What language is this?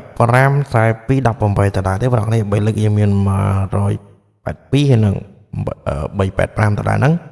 Khmer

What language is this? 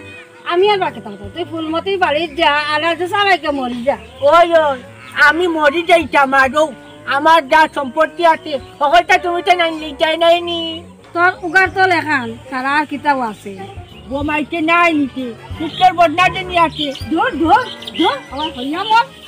Sylheti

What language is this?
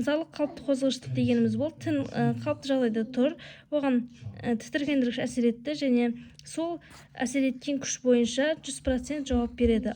Kazakh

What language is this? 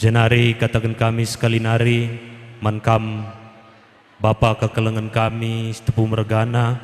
Batak Karo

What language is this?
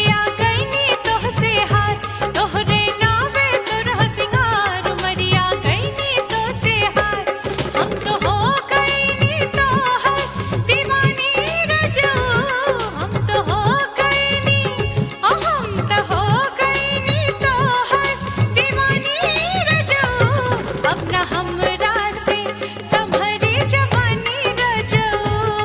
Bhojpuri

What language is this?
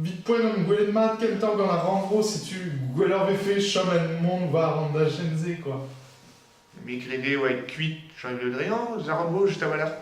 Breton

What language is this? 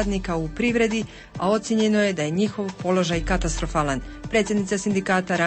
Bosnian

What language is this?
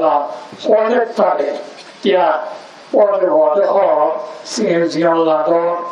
Rohingya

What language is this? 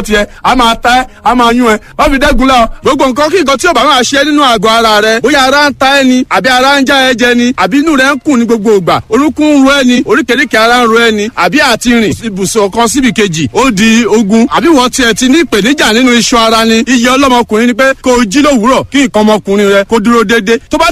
Yoruba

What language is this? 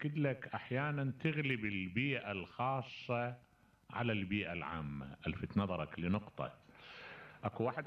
Mesopotamian Arabic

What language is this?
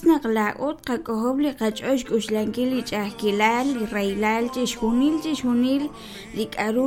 Kekchí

